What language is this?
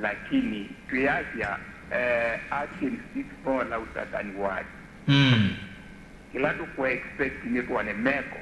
Kamba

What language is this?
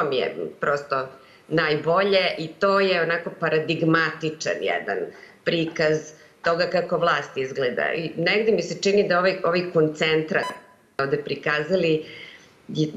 Serbian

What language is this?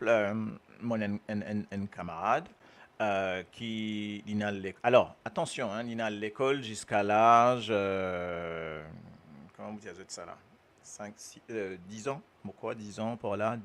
Morisyen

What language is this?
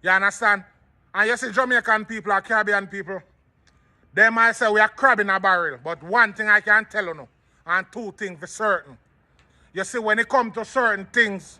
Jamaican Creole English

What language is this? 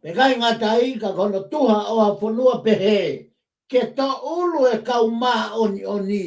Tongan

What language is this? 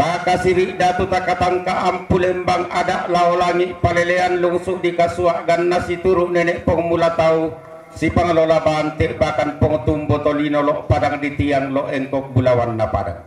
Toraja-Sa'dan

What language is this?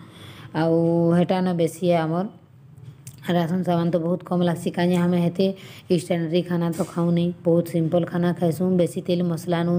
Sambalpuri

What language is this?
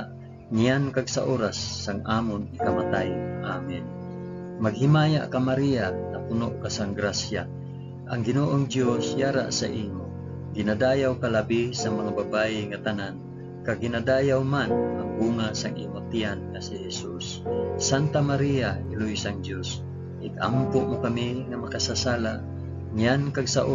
Hiligaynon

